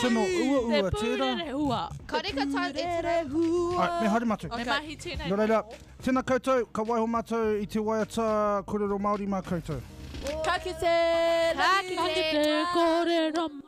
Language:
Māori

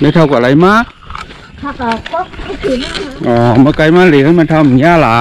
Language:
Shan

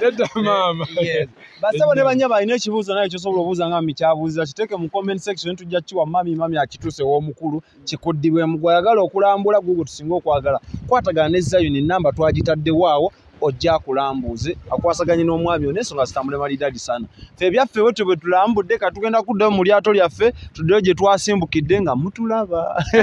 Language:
Ganda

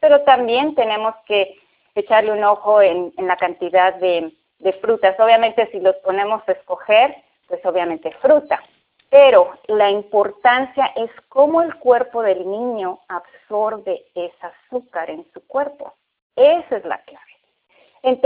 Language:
Spanish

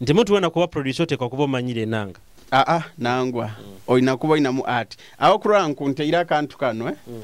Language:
Nyoro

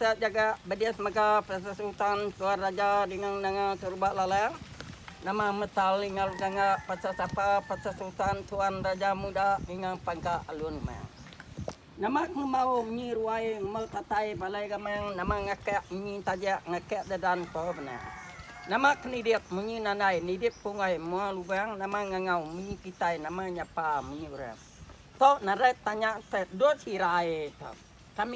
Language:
Iban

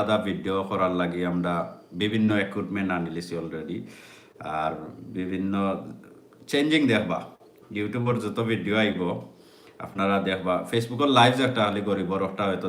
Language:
Sylheti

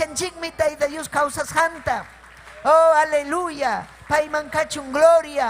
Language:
Ayacucho Quechua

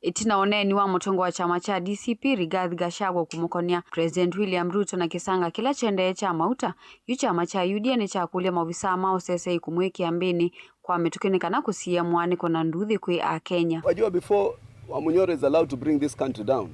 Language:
Kamba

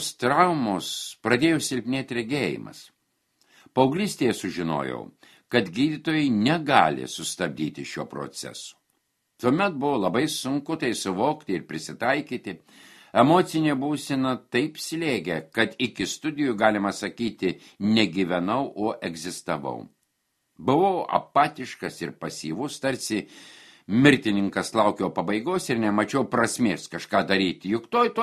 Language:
Lithuanian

